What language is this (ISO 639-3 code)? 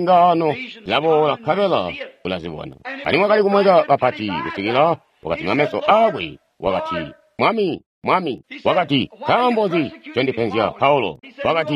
toi